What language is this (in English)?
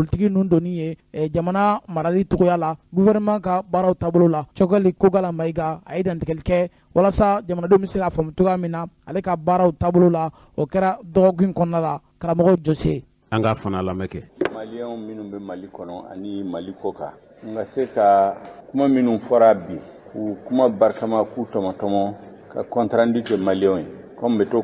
Bambara